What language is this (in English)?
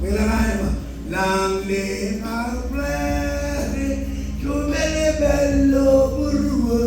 Marshallese